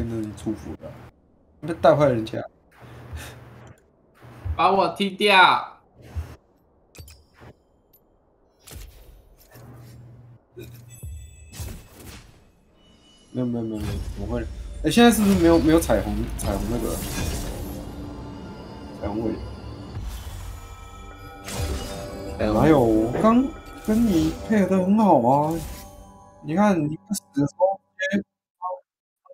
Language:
Chinese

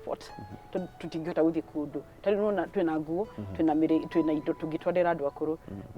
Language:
Kikuyu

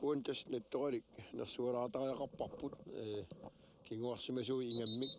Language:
Kalaallisut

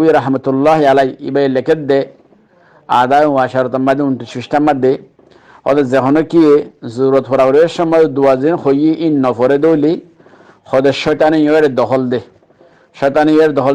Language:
Rohingya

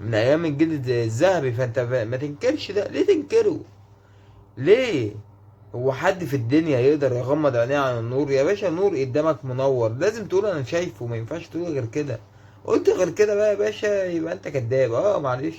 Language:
Egyptian Arabic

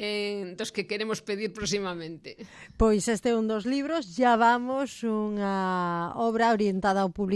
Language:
Galician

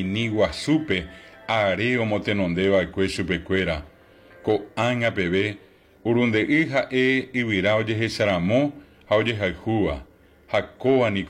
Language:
Guarani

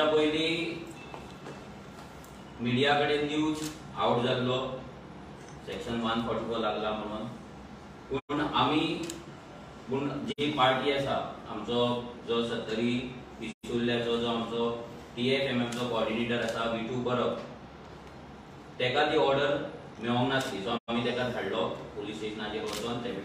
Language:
Konkani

